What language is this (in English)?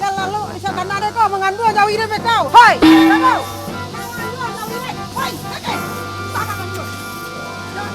Minangkabau